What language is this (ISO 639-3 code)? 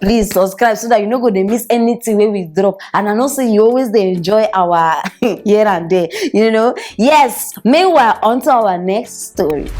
pcm